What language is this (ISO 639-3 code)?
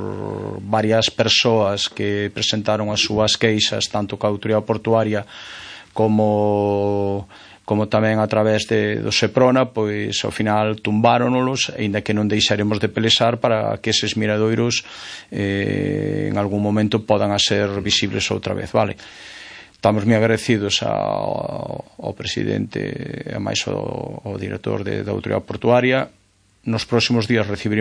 glg